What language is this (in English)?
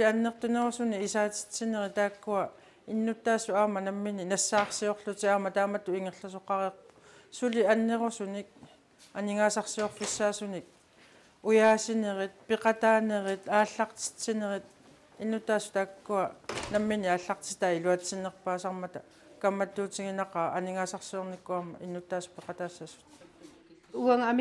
Kalaallisut